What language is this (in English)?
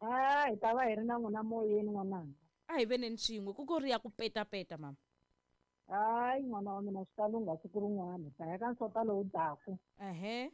Tsonga